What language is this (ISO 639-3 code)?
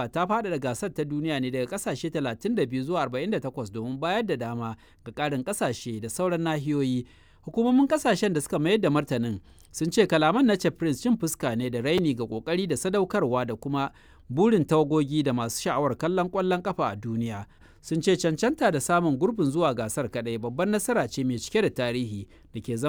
hau